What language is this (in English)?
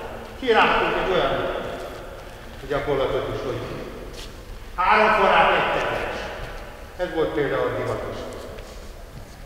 Hungarian